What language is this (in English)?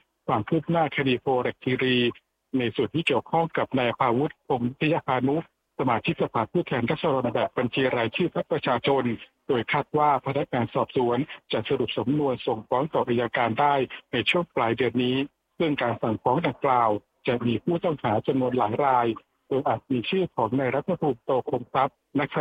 Thai